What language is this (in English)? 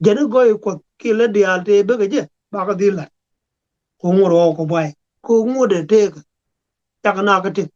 Nuer